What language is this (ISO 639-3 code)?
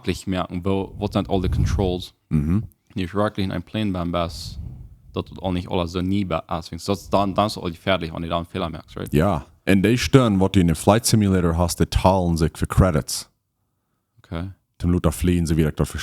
pdt